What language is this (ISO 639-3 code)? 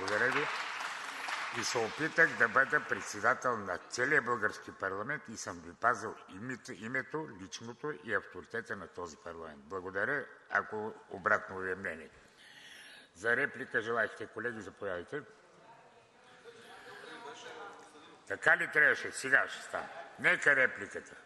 bul